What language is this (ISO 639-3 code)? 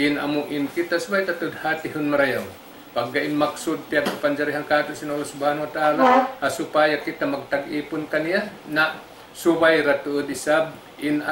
tsg